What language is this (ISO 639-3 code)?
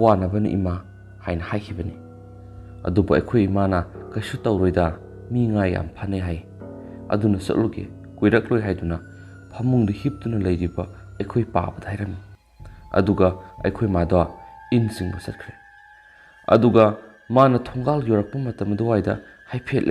mni